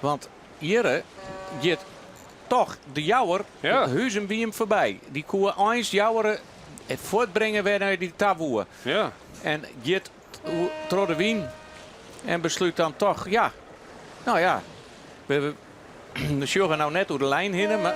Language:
Western Frisian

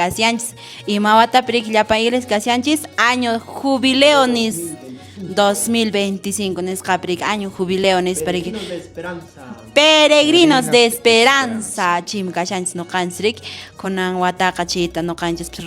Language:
Quechua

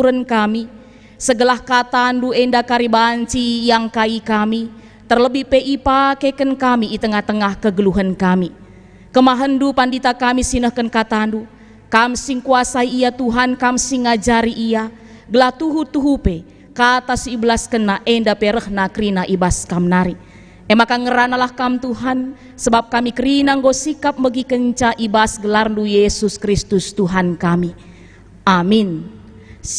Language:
Batak Karo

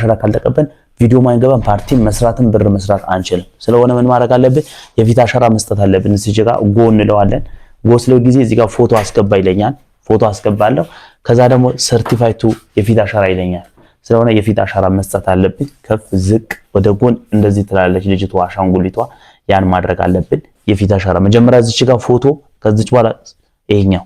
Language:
Amharic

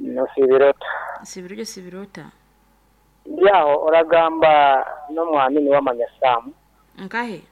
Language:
Nyoro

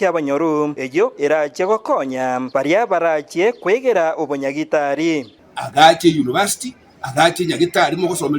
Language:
Gusii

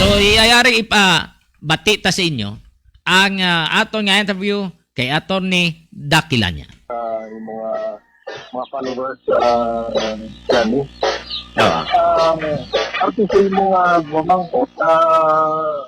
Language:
Hiligaynon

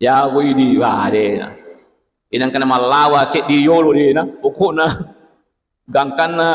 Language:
Buginese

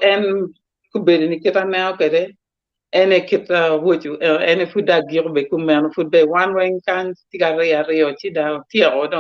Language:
Acoli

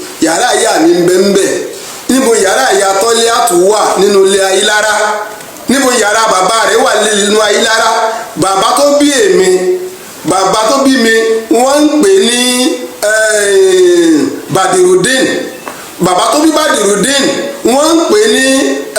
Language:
Yoruba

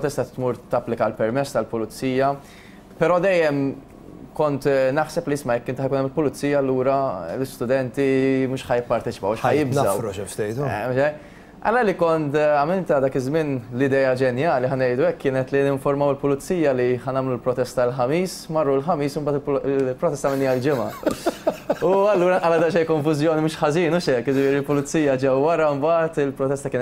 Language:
Maltese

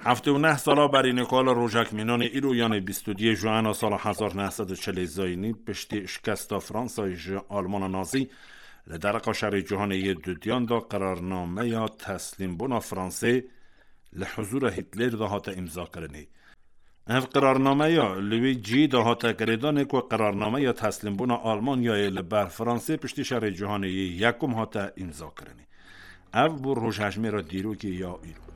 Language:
Kurdish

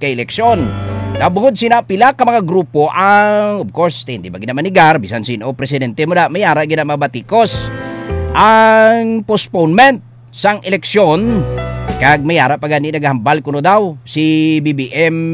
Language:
Hiligaynon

